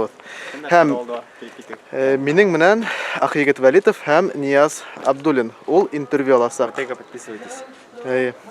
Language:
Bashkir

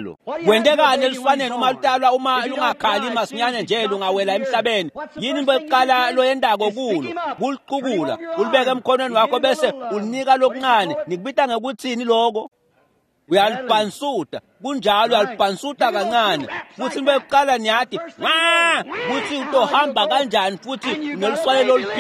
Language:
Swati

